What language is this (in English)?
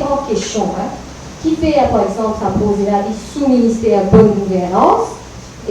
Morisyen